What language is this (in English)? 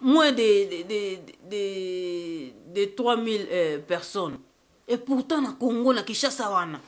Lingala